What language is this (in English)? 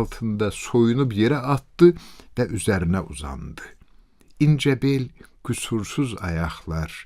Azerbaijani